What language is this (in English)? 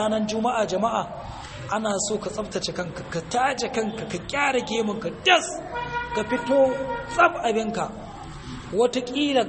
Hausa